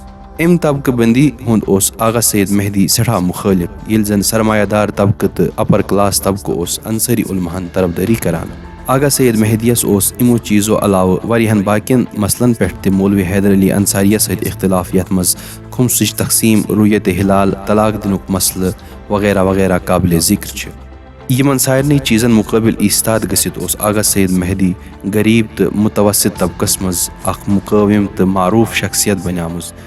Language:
Kashmiri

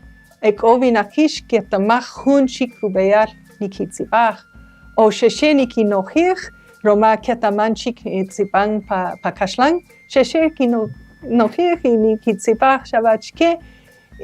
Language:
Kaqchikel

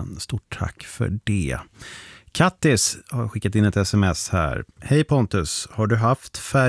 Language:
Swedish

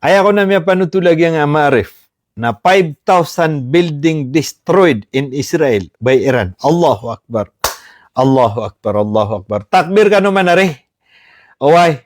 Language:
Maranao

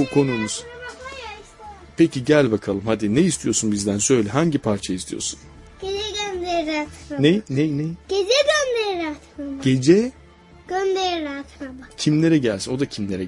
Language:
Turkish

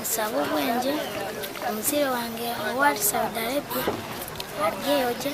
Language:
Nyankole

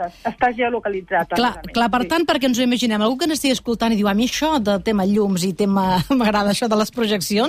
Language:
Catalan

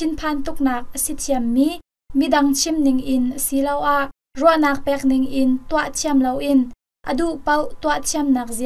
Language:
Hakha Chin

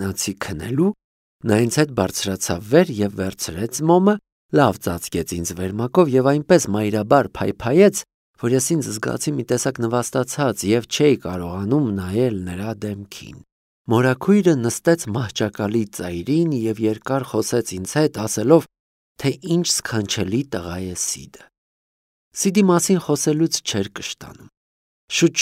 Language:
Armenian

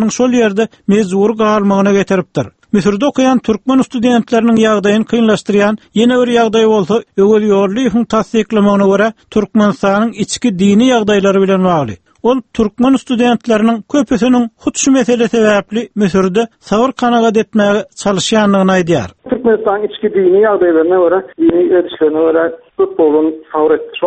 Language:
Turkmen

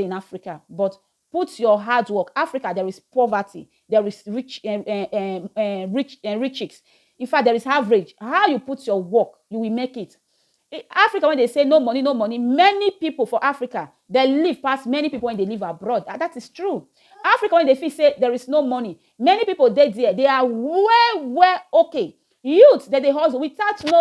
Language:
Nigerian Pidgin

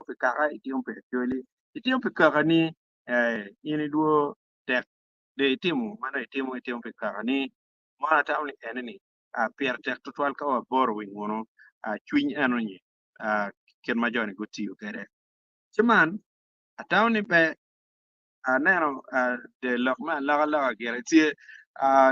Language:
Acoli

